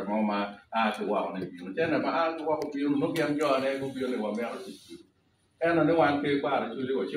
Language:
Acoli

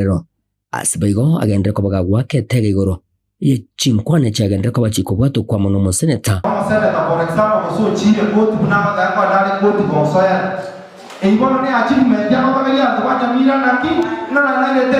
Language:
Gusii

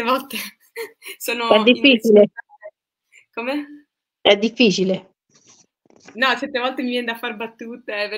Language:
Italian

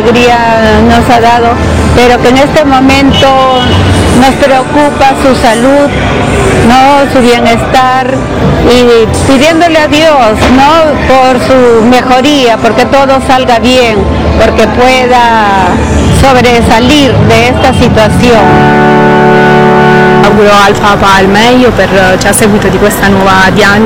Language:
Spanish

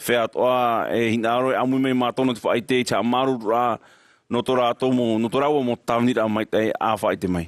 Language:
Tahitian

